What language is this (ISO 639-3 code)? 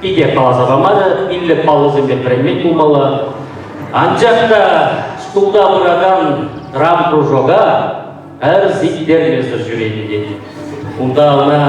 chv